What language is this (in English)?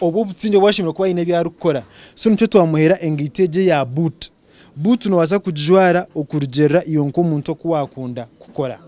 Nyankole